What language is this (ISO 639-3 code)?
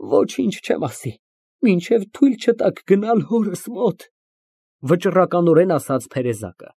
hye